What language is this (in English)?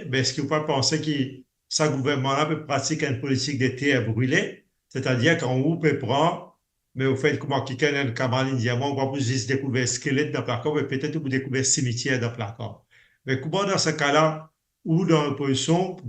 Morisyen